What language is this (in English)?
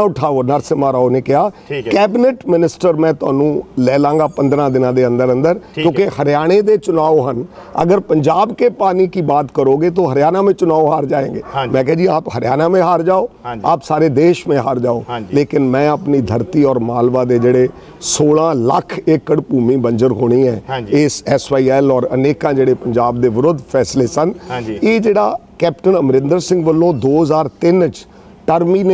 Punjabi